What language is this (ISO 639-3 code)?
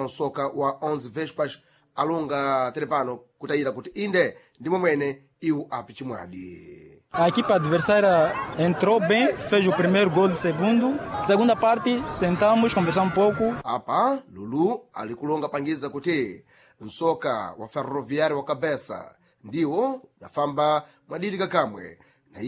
seh